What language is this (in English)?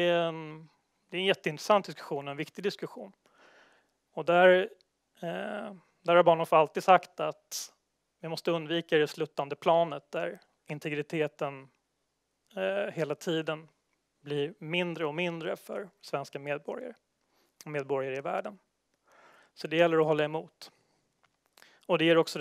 Swedish